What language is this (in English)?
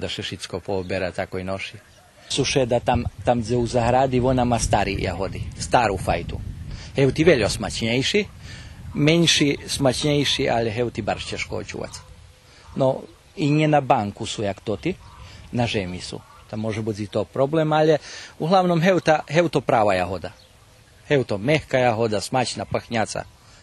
Rusyn